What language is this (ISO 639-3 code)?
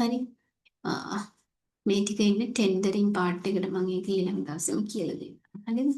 sin